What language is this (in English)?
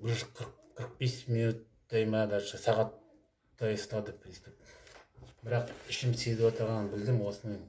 Kazakh